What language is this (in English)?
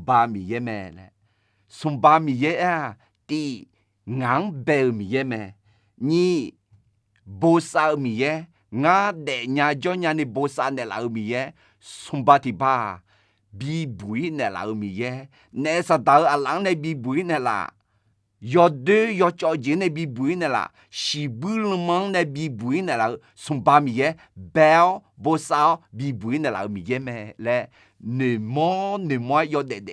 Akha